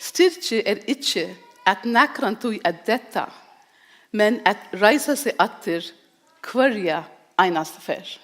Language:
Faroese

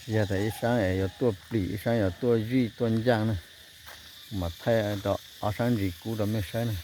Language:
Hmong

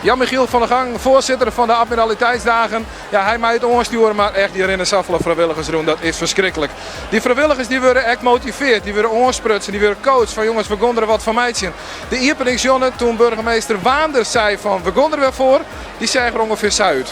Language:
Western Frisian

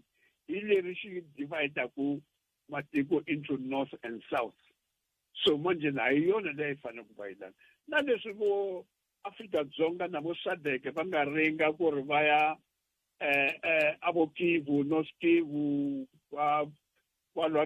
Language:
Tsonga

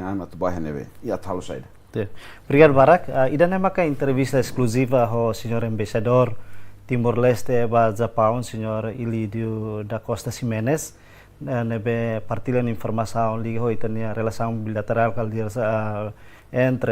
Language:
Tetum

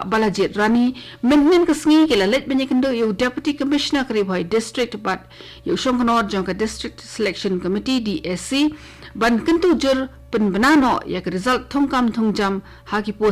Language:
Khasi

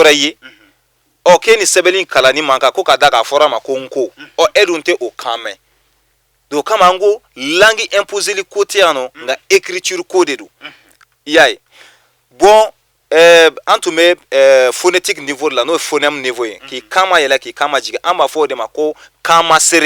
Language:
Bambara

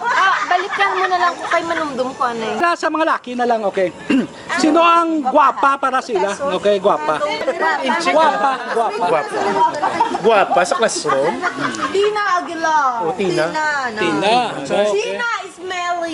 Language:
Hiligaynon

